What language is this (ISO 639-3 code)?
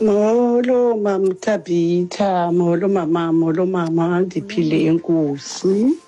xho